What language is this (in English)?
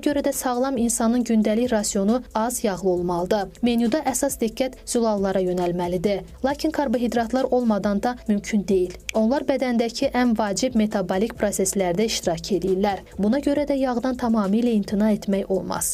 Azerbaijani